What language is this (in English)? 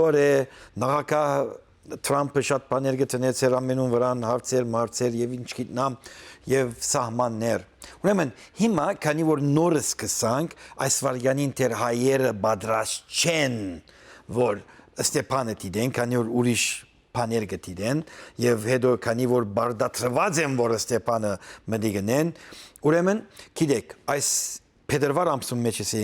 Western Armenian